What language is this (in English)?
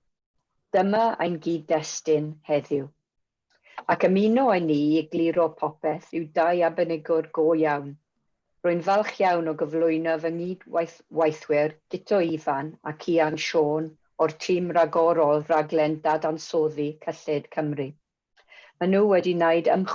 Welsh